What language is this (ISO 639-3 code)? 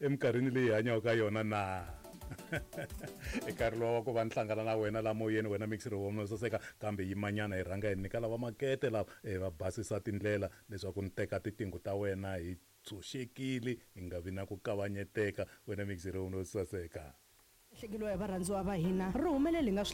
tso